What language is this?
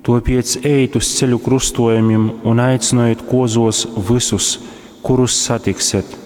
Latgalian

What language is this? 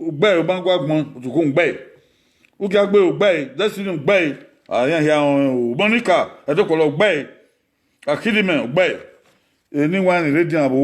Bini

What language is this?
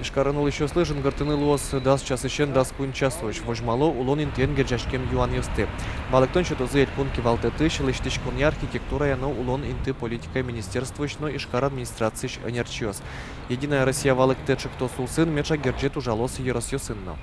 Udmurt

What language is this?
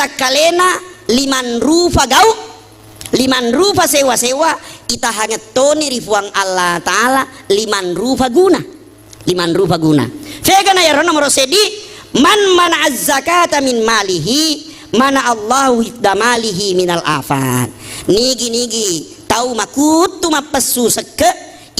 Buginese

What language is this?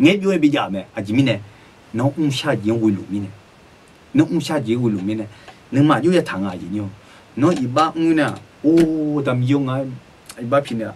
Akha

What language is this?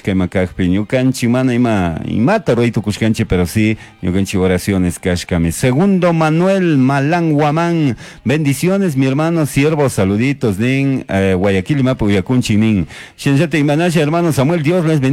Chimborazo Highland Quichua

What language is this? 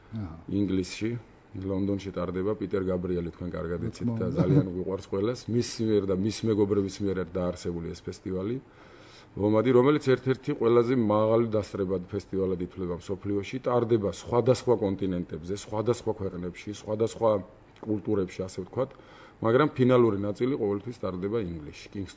Georgian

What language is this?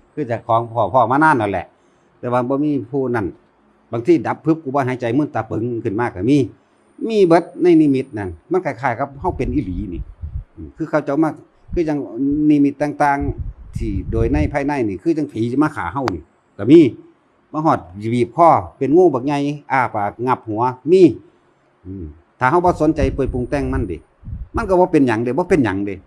Northeastern Thai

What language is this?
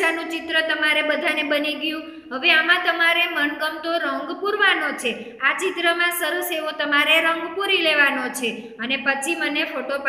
Gujarati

